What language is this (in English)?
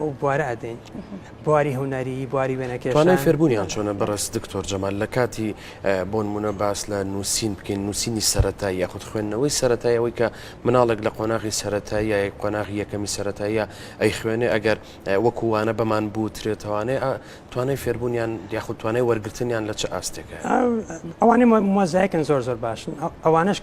Central Kurdish